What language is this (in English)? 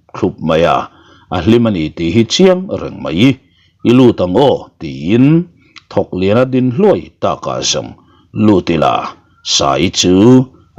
Mizo